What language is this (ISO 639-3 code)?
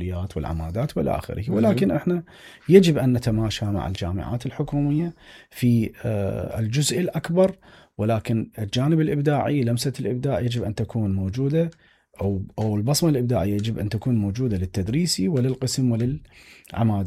acm